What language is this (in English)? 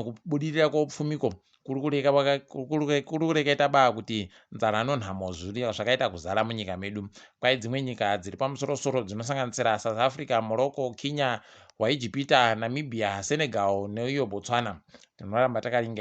Ndau